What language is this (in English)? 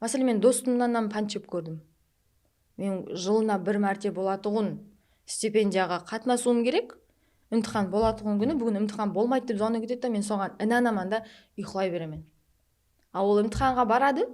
Kara-Kalpak